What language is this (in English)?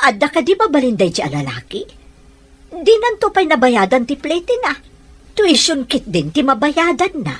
Iloko